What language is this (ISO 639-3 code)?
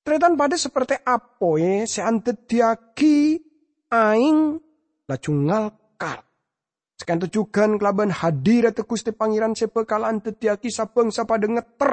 mad